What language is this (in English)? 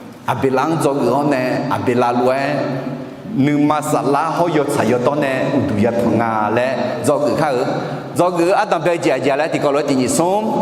Akha